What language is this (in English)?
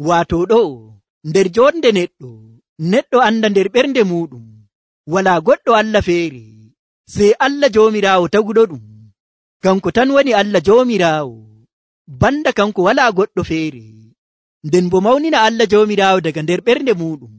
Nigerian Fulfulde